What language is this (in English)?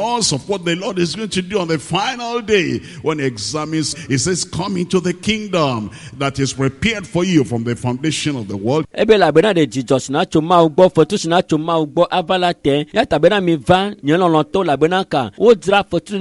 Ewe